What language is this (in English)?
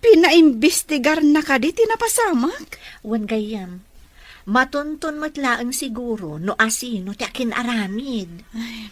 Iloko